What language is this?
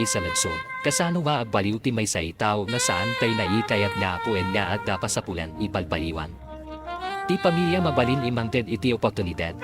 Iloko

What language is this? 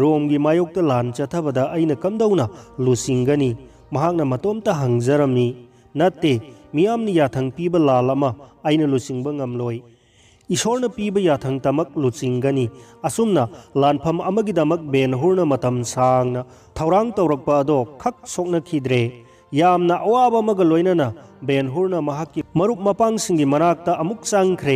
Manipuri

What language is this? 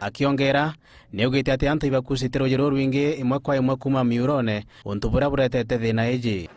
Meru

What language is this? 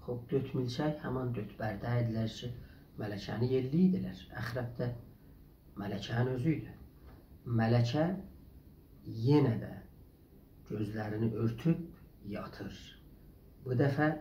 South Azerbaijani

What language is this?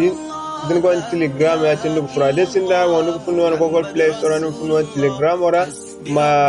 Zarma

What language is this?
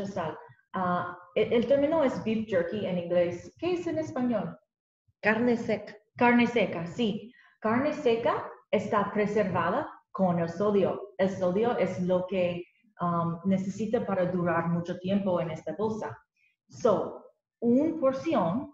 Spanish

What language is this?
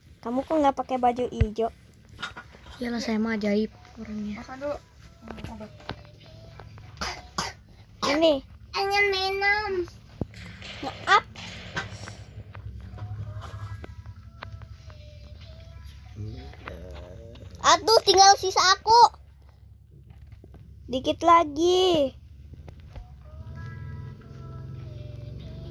Indonesian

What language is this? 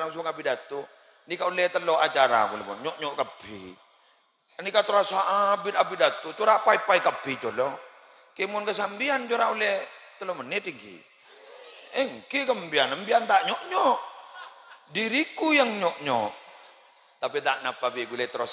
Madurese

